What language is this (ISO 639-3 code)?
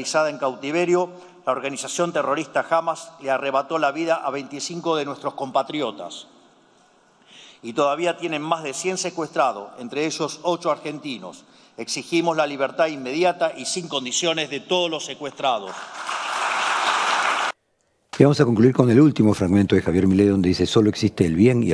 spa